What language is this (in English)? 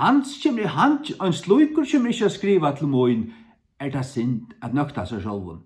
Faroese